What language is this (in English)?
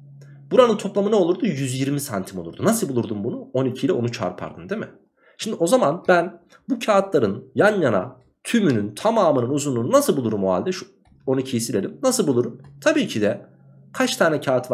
Turkish